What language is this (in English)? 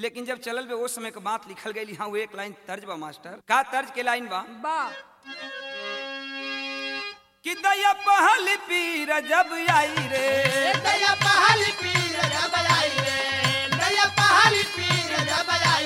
Bhojpuri